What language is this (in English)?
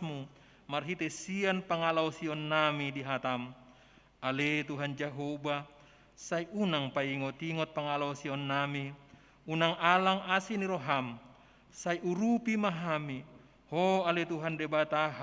Batak Toba